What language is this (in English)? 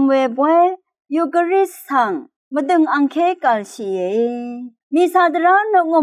Rawang